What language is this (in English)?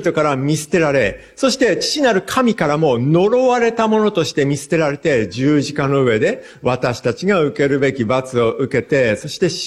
Japanese